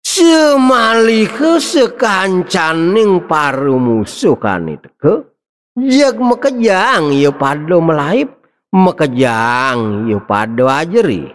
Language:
Balinese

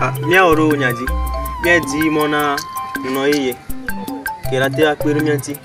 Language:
Ewe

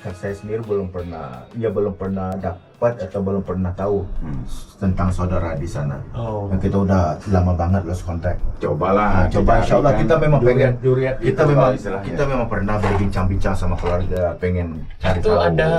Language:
Banjar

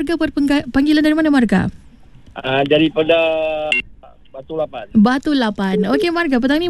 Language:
Malay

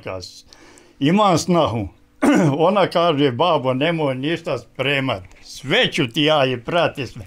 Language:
Bosnian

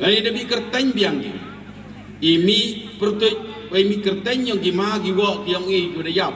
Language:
Pnar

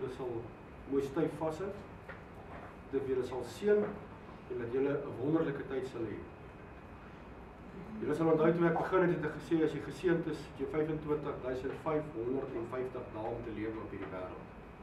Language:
Afrikaans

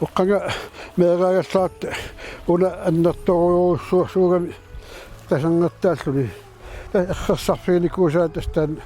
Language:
Kalaallisut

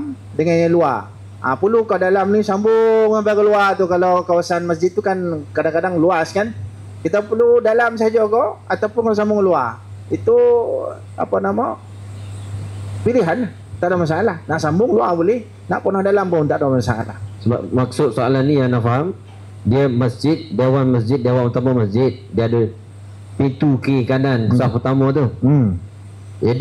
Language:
Malay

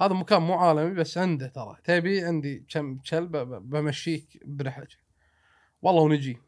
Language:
Gulf Arabic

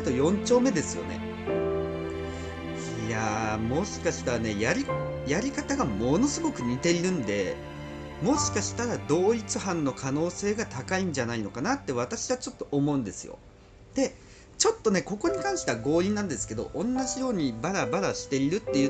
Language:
Japanese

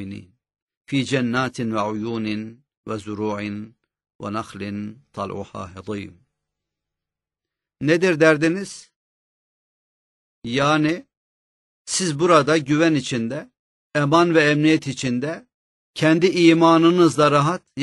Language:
Turkish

